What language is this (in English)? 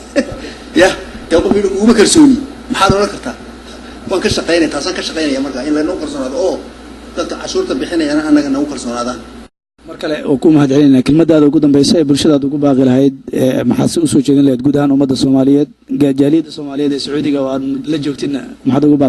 Somali